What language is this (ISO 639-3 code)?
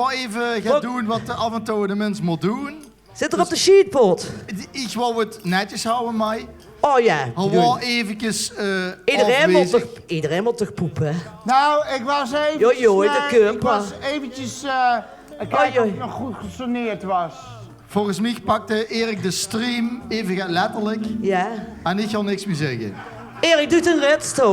lim